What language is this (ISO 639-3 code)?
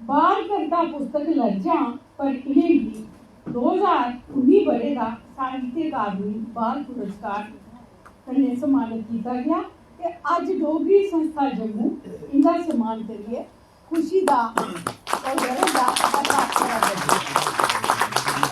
doi